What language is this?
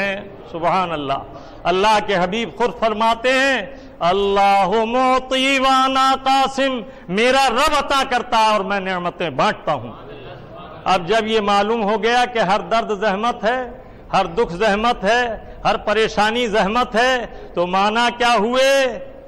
Urdu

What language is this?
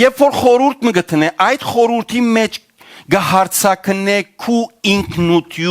Western Armenian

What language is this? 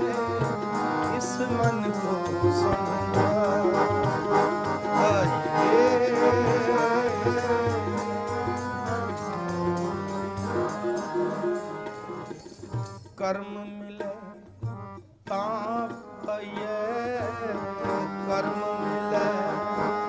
Punjabi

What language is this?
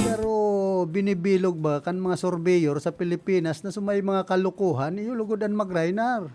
Bikol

